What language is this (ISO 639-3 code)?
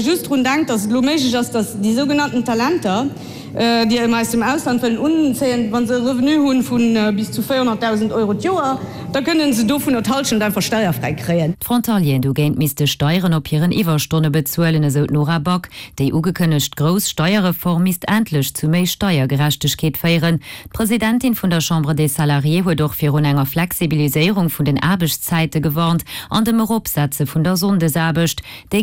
ltz